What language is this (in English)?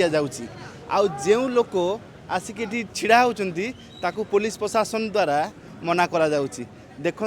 Odia